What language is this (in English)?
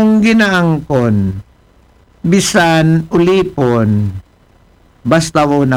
Aklanon